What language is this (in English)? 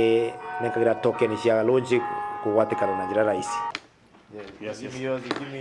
Meru